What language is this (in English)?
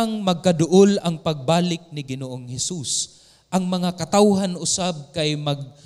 Cebuano